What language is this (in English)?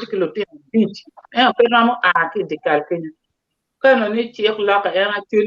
Acoli